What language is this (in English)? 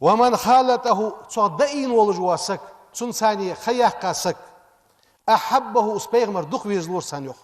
Ingush